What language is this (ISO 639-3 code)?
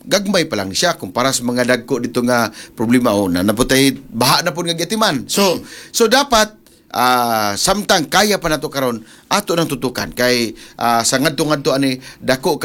ceb